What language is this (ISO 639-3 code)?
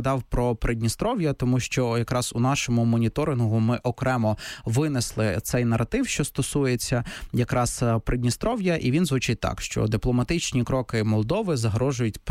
ukr